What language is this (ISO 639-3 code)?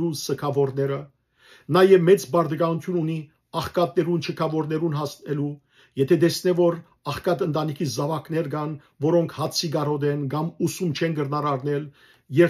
hyw